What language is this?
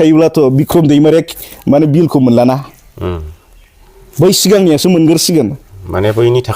Bodo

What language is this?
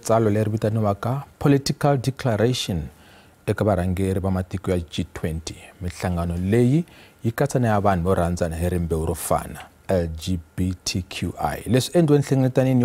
Tsonga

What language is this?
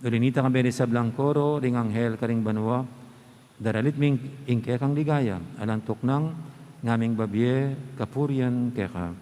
Pampanga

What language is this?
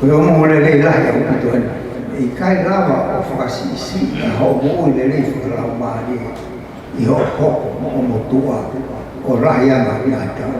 Tongan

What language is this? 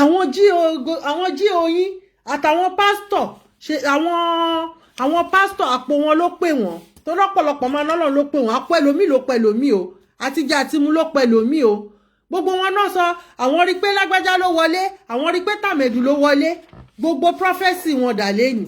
Yoruba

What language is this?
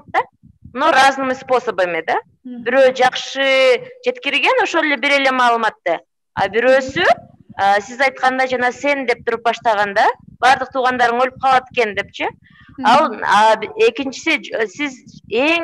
Kyrgyz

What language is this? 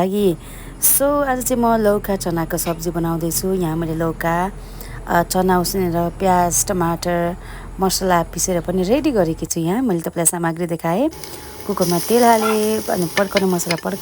Nepali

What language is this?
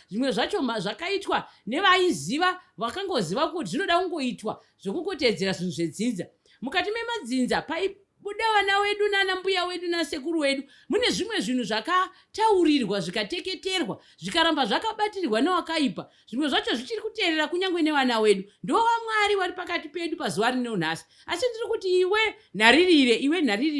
Shona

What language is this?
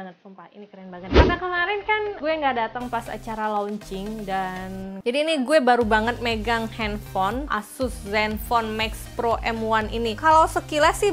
Indonesian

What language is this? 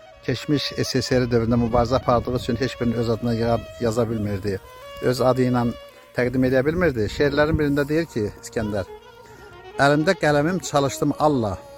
Azerbaijani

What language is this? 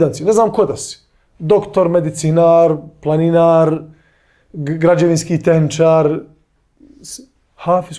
Bosnian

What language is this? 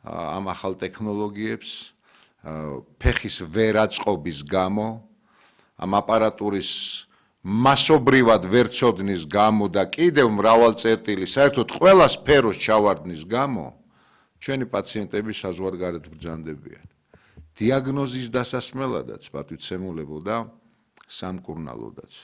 Georgian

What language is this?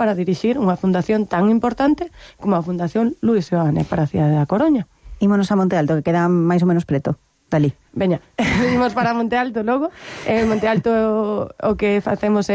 Galician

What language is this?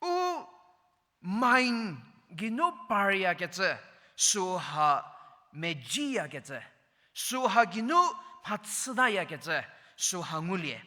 Angami Naga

